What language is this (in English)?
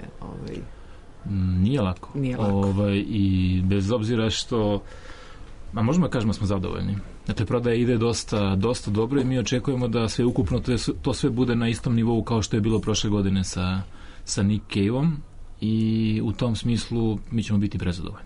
Serbian